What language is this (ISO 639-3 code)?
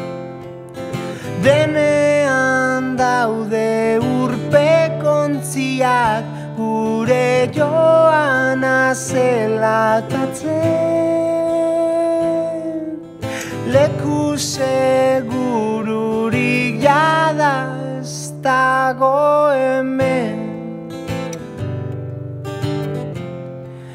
eus